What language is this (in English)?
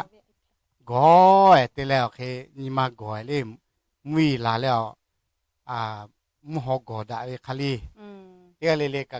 Lahu